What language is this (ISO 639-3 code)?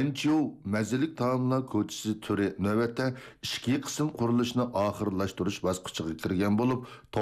uig